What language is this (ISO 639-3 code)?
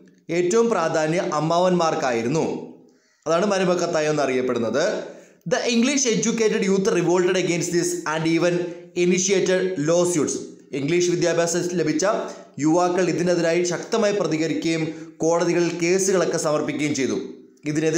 mal